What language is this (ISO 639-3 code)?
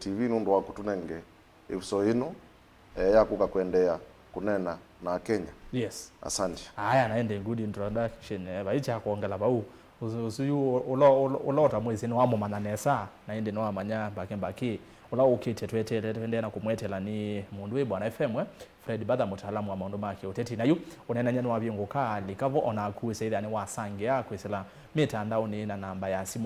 kam